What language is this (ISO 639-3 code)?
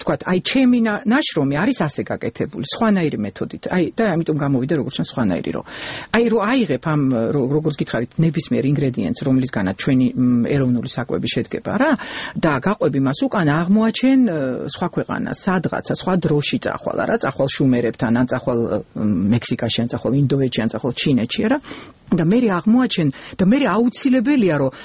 kat